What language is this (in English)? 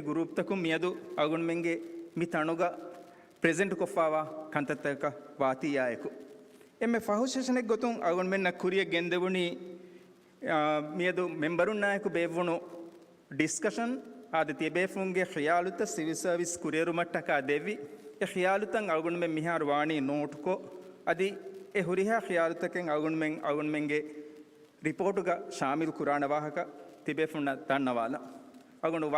Divehi